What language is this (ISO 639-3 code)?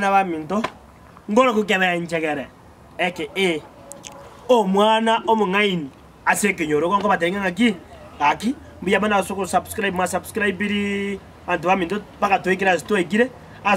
guz